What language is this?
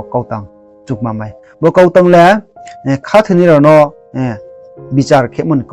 Riang (India)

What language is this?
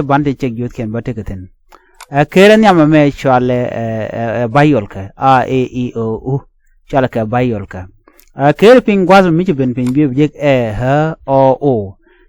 Nuer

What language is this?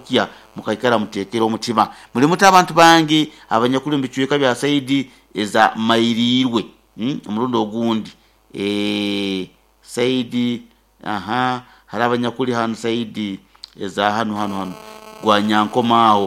Nyoro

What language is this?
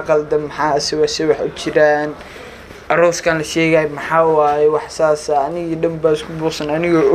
Somali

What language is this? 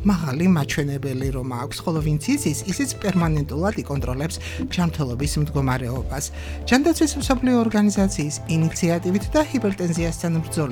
Georgian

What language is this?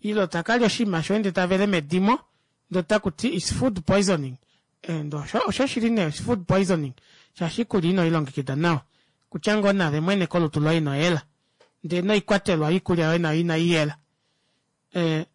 Kuanyama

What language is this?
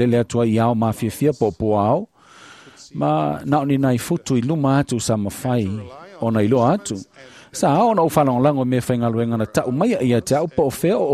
Samoan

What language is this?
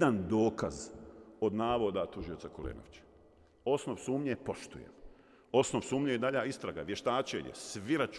Bosnian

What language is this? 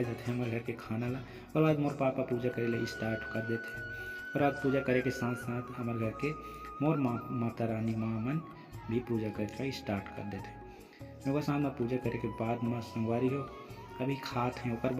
Chhattisgarhi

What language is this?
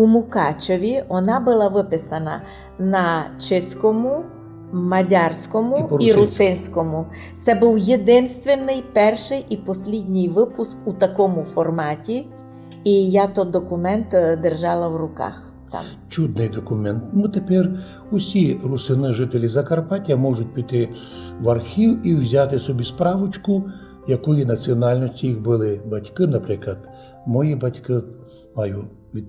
Rusyn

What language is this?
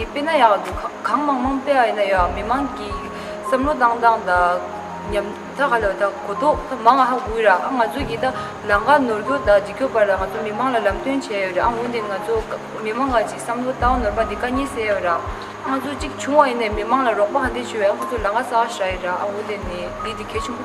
Tibetan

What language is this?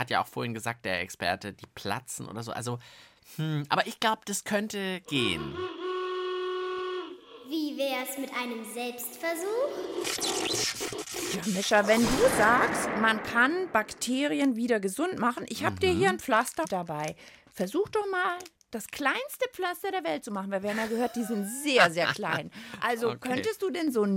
German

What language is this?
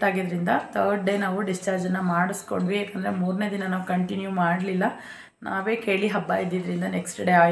Kannada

